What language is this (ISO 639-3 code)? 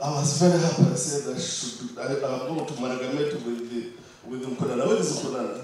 nyn